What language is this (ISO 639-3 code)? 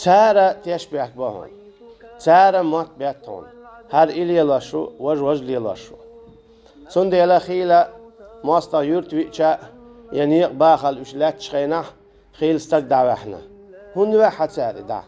che